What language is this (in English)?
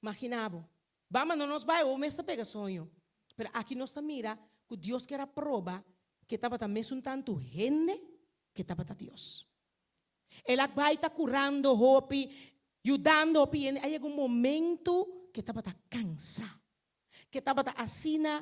Papiamento